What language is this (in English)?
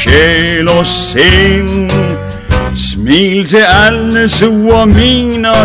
Danish